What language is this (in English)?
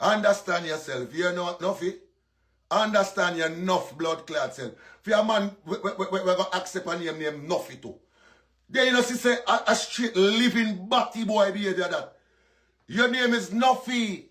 Jamaican Creole English